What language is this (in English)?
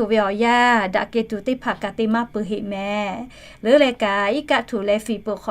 Lahu